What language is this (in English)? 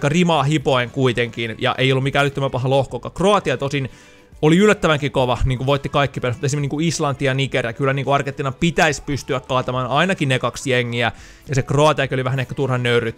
Finnish